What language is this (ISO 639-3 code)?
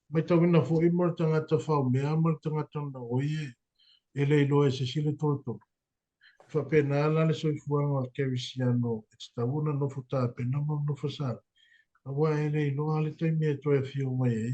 smo